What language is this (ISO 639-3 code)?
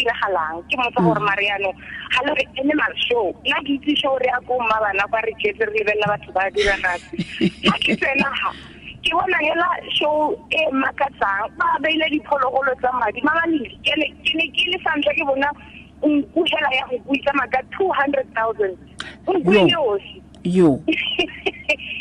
tsn